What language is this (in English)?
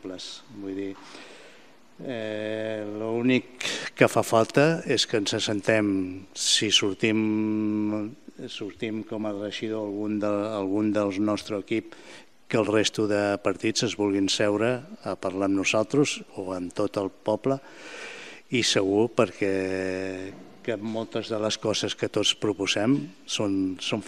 Catalan